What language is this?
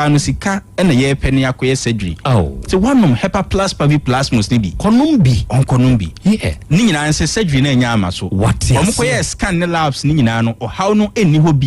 Akan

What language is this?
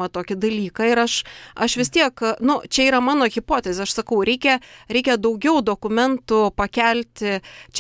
Lithuanian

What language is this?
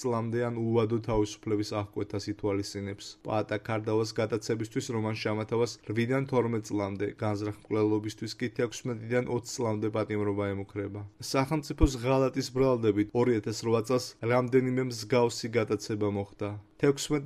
Georgian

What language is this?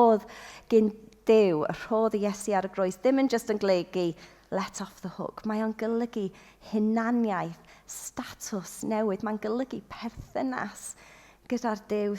Welsh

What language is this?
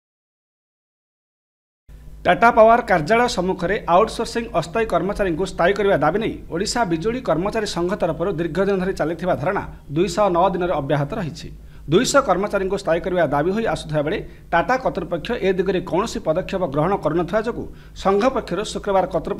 Odia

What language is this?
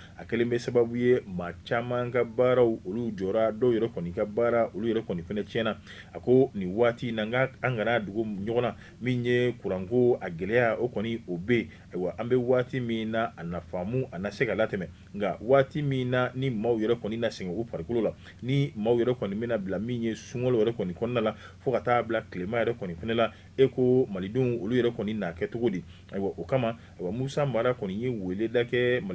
Bambara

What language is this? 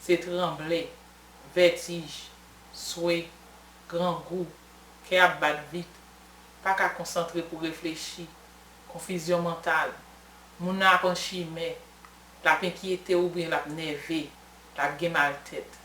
Haitian Creole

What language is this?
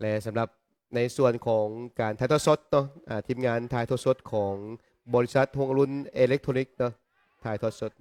Lao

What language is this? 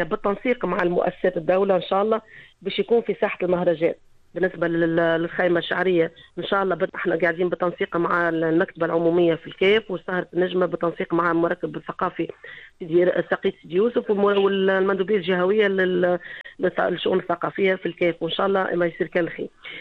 Tunisian Arabic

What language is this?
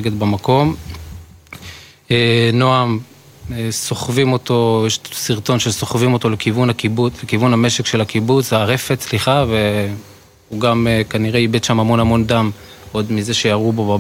Hebrew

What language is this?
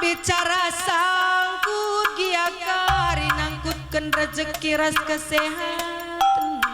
Batak Karo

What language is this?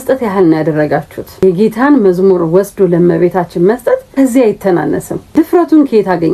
Amharic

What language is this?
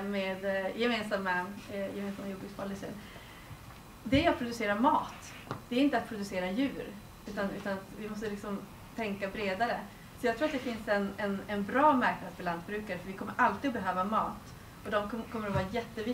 Swedish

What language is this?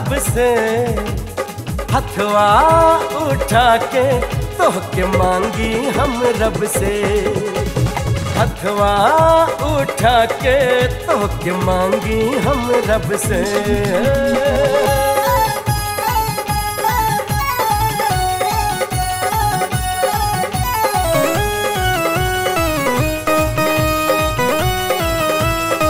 Bhojpuri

